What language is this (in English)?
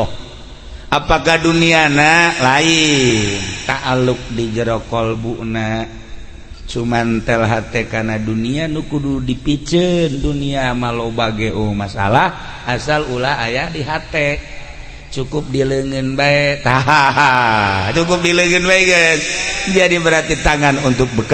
Sundanese